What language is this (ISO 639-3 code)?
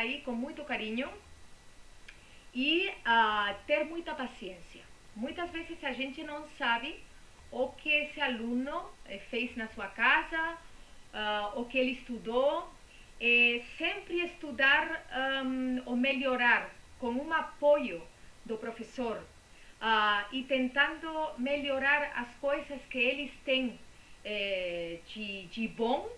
por